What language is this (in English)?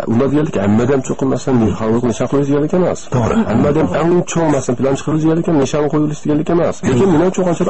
Uyghur